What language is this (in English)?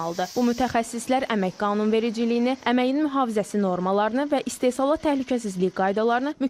Azerbaijani